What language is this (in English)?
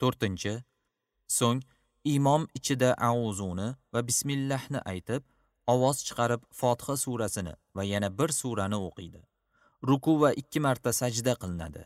Uzbek